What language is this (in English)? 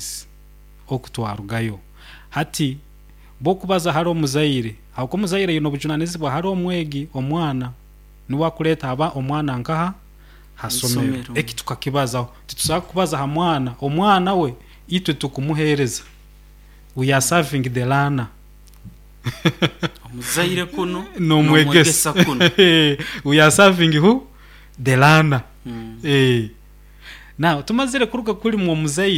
Nyoro